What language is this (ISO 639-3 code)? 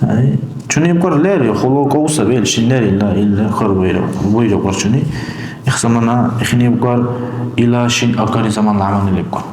dar